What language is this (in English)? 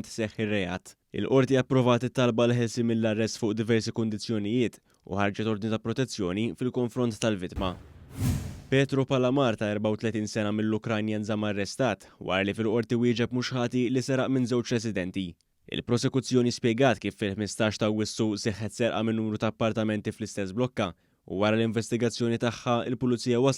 Maltese